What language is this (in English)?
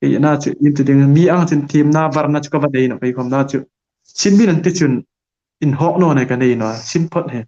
Hmar